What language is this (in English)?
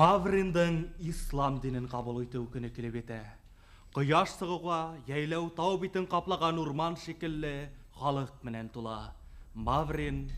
Bashkir